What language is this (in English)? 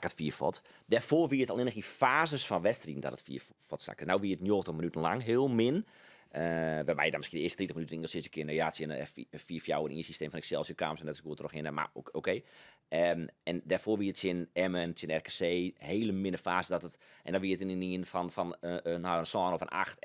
Western Frisian